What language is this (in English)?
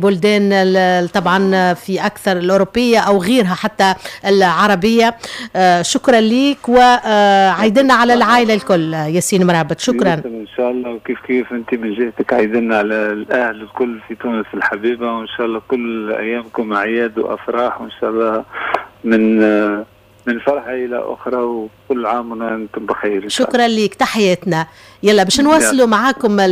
Tunisian Arabic